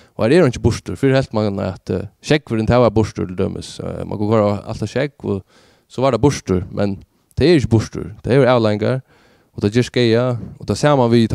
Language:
Faroese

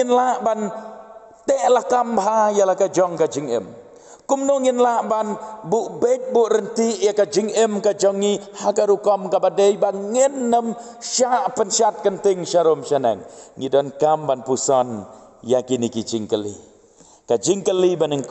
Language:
Khasi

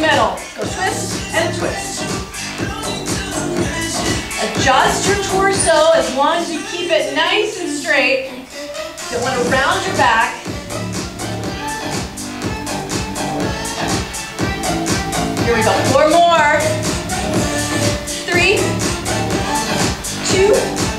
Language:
English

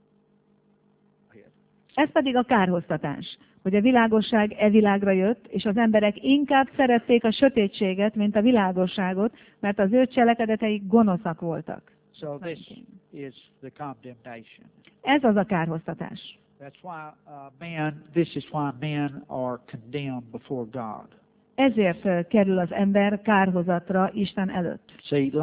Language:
Hungarian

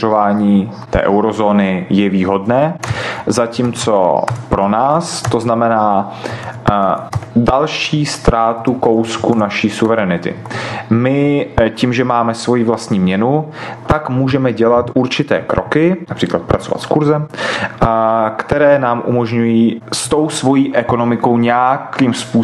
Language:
Czech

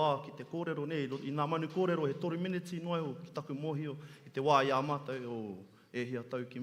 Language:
Māori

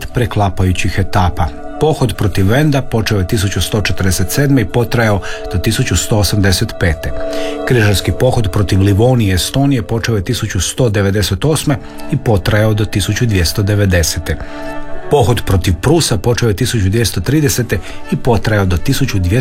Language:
Croatian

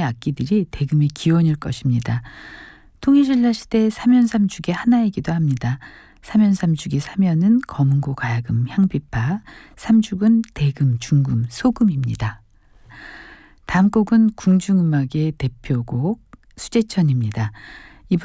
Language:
Korean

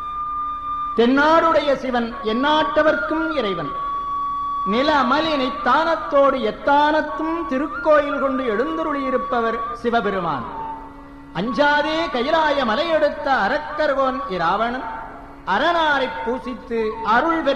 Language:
Tamil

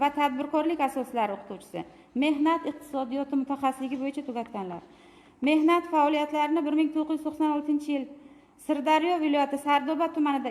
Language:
Uzbek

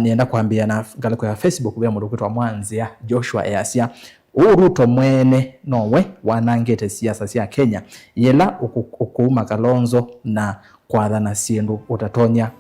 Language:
Kamba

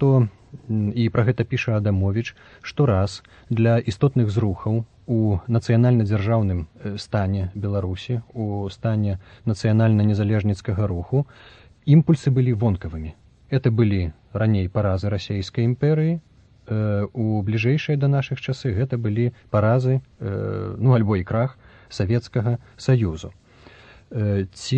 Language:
Belarusian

